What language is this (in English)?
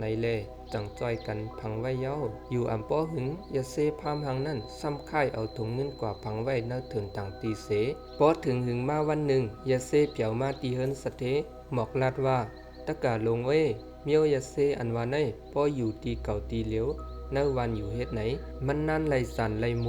Shan